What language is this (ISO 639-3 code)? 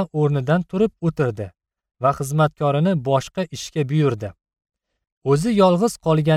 uzb